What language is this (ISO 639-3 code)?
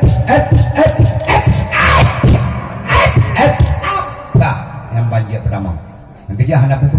ace